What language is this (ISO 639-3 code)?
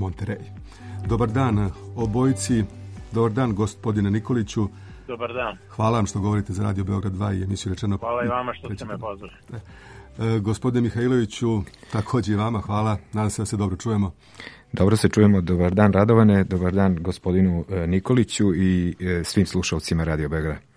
srp